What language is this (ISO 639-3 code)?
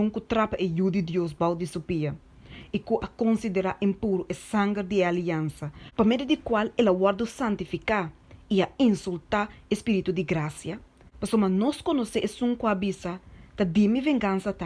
pap